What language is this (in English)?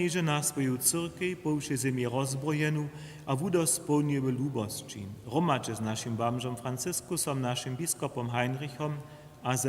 Upper Sorbian